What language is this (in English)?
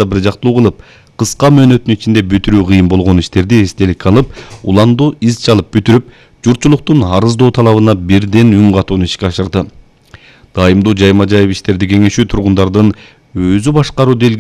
Kyrgyz